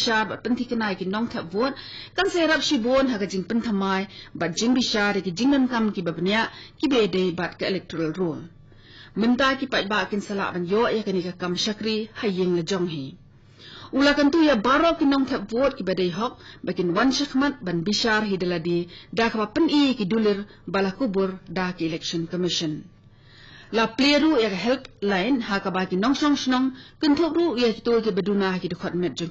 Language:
Khasi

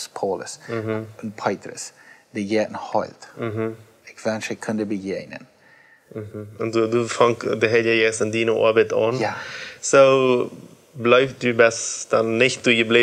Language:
Plautdietsch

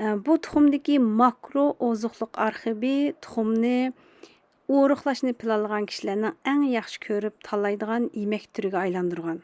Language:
Uyghur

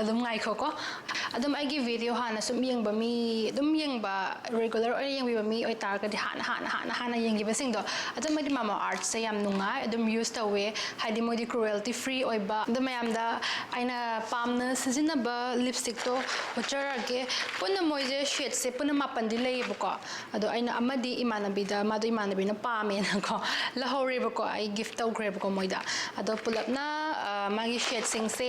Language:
Manipuri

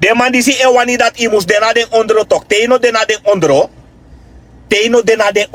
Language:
Sranan Tongo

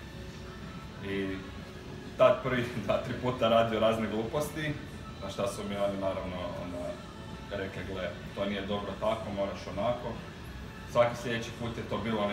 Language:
Croatian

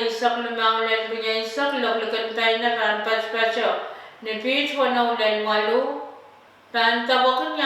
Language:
Pohnpeian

